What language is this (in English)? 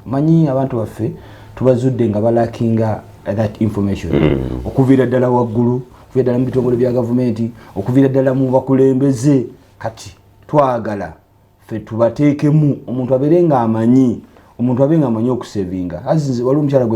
Ganda